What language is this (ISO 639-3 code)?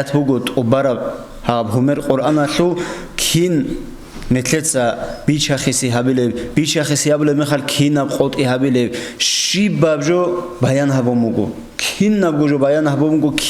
ava